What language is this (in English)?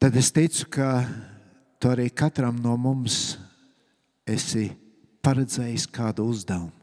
Latvian